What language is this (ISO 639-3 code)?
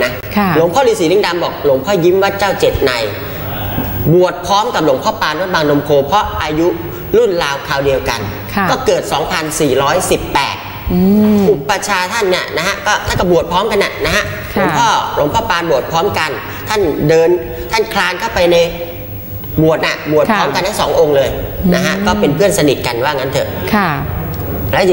tha